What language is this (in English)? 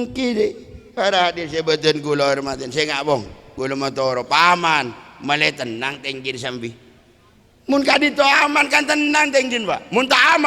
Madurese